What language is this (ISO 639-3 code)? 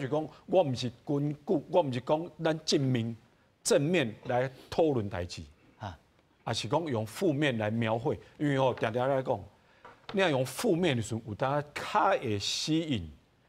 nan